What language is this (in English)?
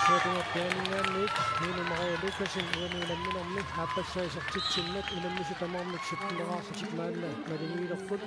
Kalaallisut